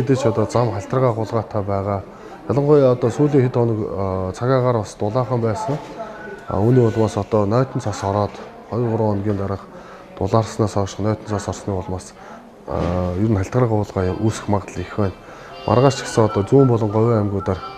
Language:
Mongolian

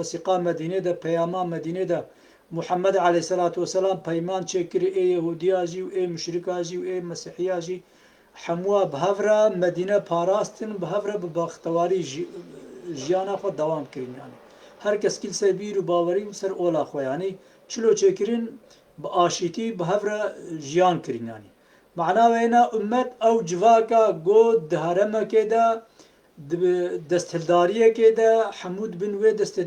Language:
Kurdish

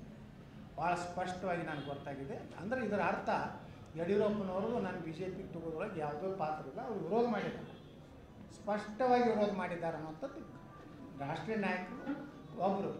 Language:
Kannada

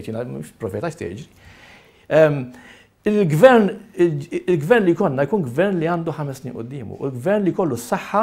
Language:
Maltese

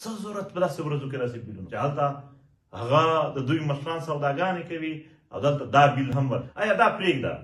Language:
Pashto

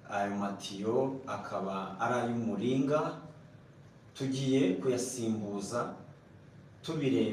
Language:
Kinyarwanda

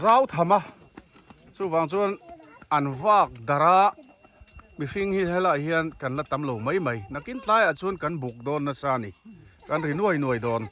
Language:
Mizo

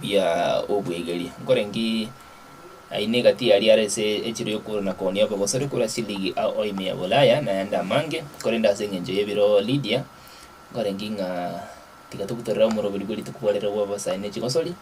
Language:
Gusii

